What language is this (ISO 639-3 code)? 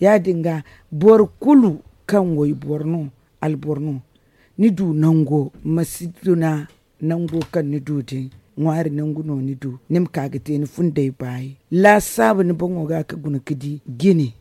dje